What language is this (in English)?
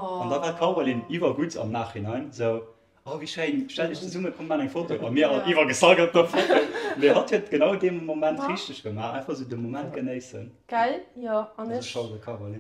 Luxembourgish